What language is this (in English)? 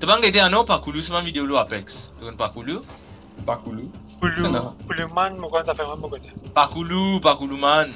Morisyen